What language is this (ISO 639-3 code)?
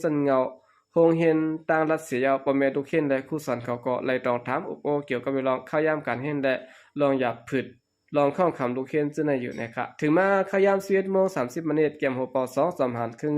shn